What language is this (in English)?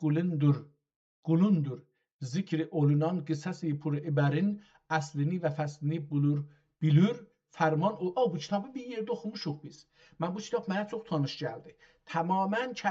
South Azerbaijani